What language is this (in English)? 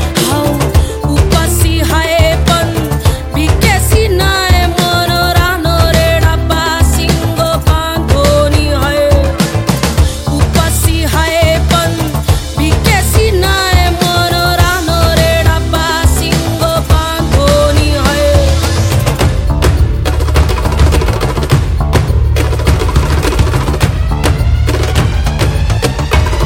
Marathi